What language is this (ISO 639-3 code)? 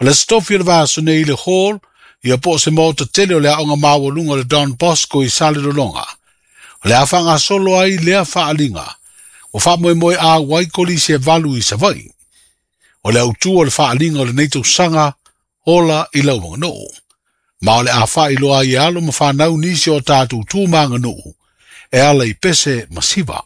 smo